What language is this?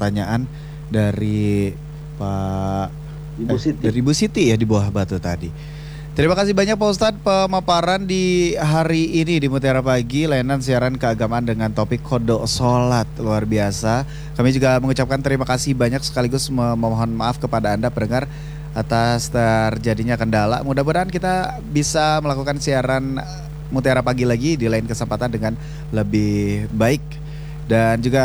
Indonesian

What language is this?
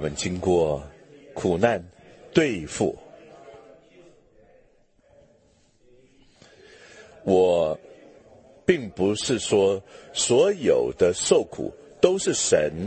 Chinese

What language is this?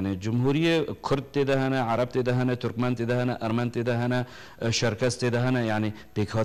Kurdish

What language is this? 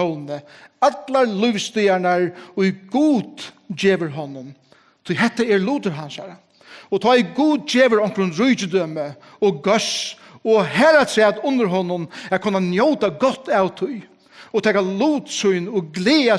Faroese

